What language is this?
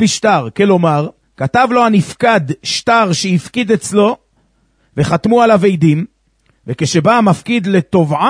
Hebrew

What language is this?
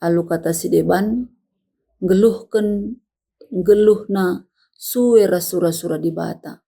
Batak Karo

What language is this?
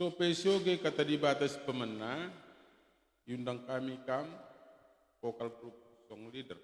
Batak Karo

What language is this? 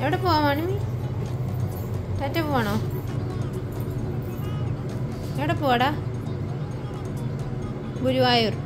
Malayalam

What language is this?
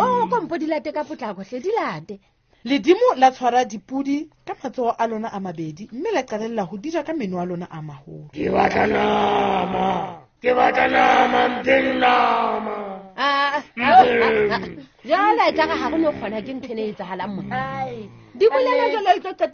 Southern Sotho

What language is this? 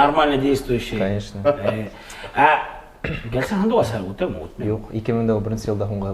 Bashkir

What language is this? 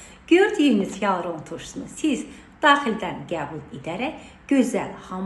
Azerbaijani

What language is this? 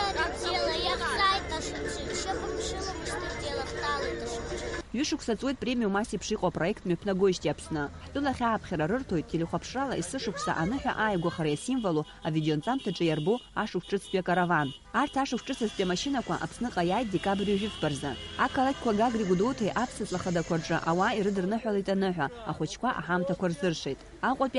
Abkhazian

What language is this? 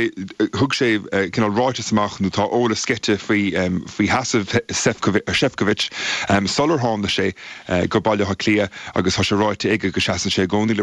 Irish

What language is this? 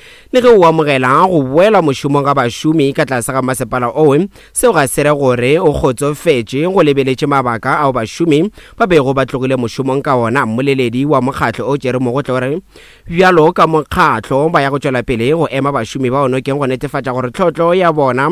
Northern Sotho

